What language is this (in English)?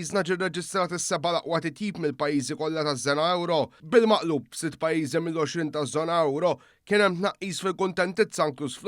Maltese